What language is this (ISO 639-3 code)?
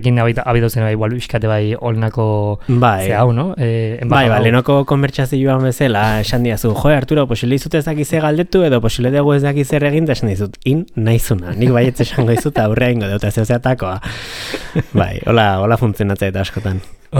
eus